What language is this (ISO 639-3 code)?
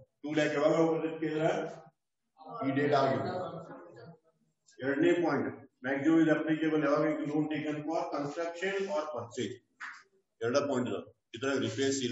kan